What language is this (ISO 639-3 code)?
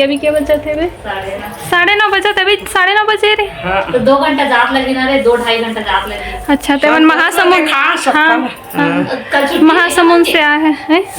hne